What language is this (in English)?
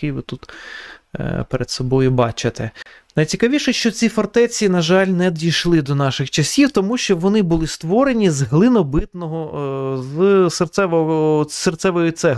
Ukrainian